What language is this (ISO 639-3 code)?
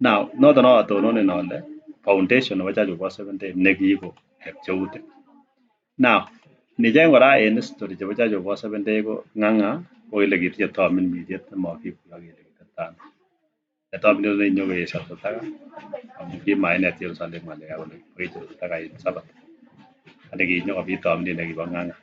kln